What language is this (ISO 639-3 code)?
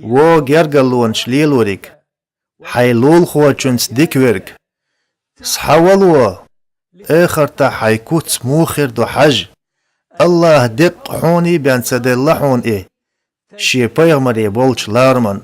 che